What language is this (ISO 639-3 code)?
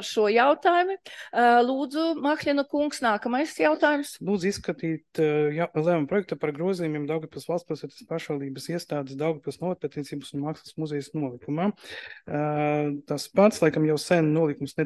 lav